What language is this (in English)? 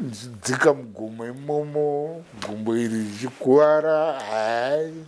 Shona